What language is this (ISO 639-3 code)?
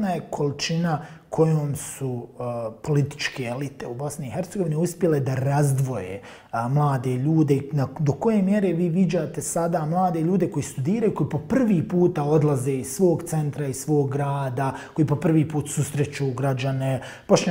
bos